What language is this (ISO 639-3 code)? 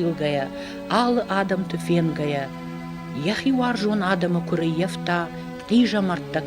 oss